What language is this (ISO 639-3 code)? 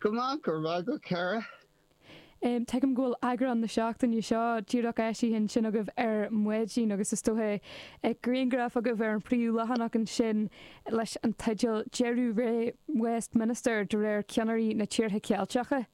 gle